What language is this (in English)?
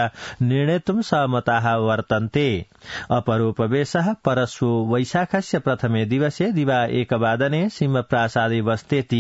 Sanskrit